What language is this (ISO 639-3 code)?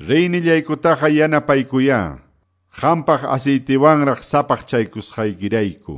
que